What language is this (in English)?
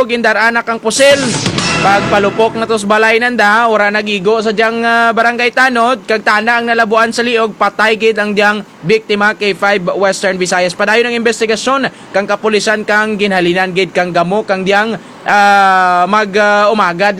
Hiligaynon